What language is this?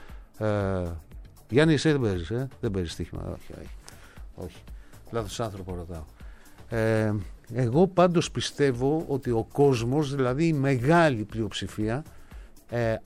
Greek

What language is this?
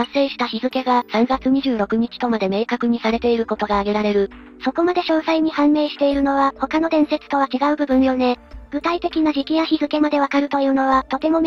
Japanese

